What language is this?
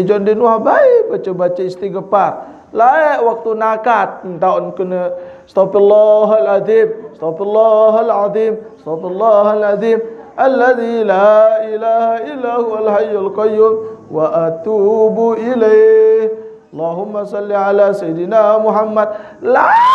Sasak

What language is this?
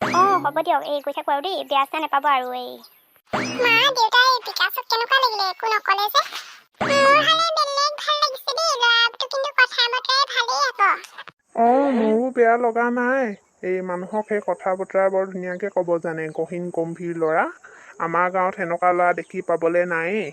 Assamese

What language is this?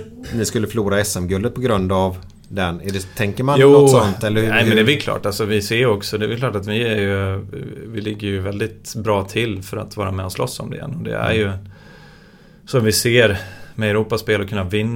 Swedish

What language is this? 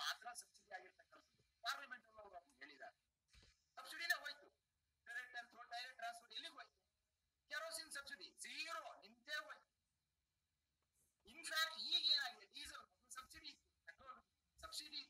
Kannada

